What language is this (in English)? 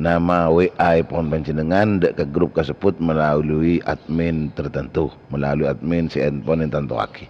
Madurese